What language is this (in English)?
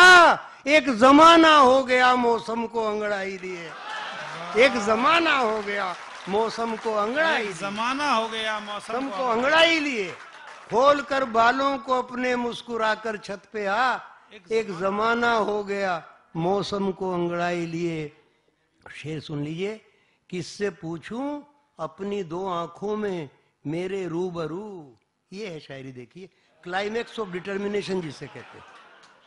Hindi